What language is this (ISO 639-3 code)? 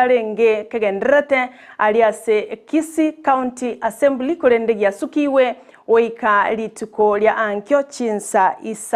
guz